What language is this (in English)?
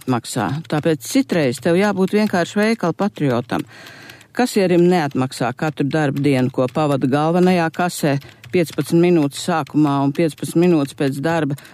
Latvian